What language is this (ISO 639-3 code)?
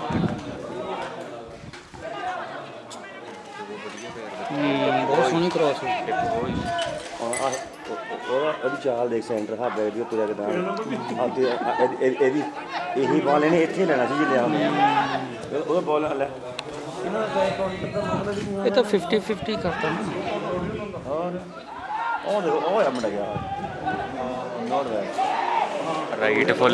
pan